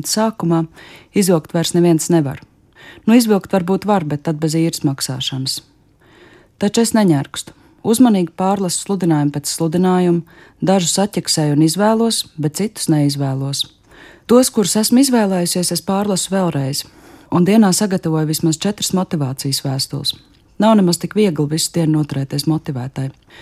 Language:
Latvian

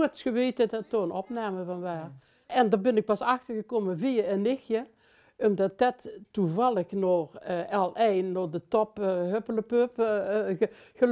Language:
Limburgish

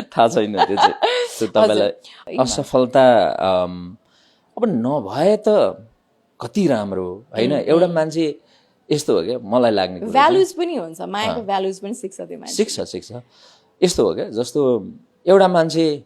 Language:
Nepali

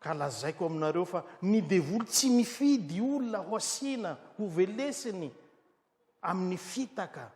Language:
Malagasy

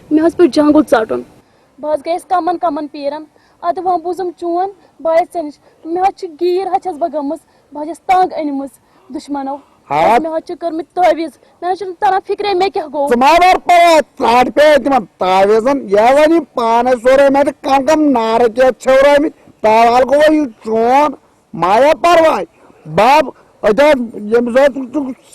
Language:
Kashmiri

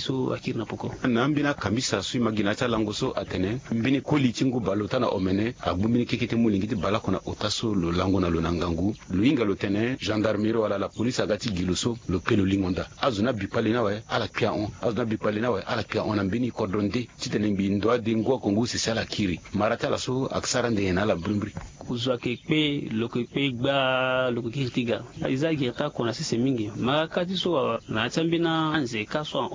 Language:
Sango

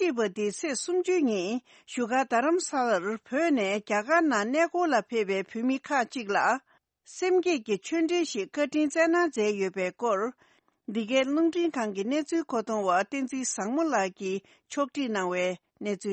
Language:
Tibetan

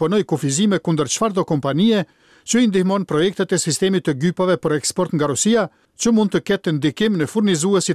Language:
Albanian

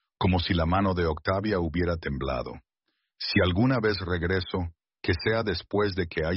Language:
Spanish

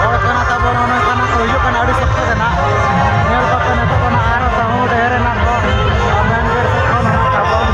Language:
Santali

